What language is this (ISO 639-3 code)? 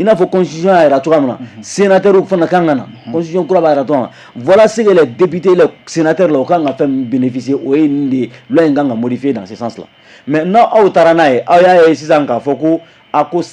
bam